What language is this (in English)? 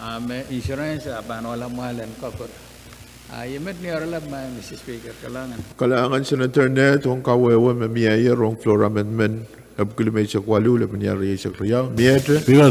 Pohnpeian